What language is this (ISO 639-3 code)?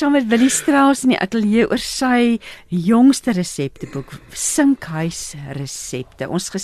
afr